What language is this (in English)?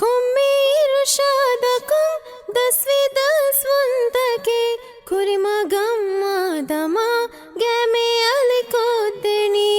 Divehi